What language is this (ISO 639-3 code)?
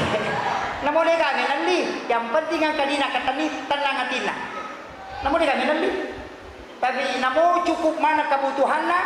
bug